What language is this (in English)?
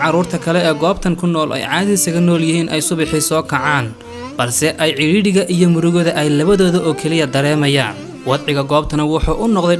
Somali